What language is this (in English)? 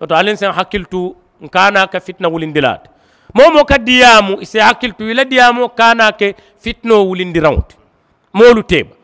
Mandingo